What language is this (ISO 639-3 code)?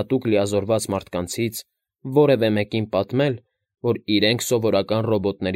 hye